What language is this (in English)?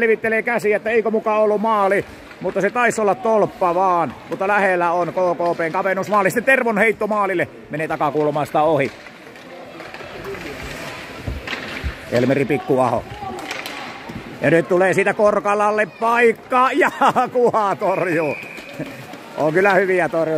Finnish